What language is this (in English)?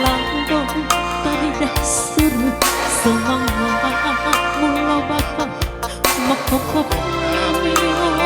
Batak Simalungun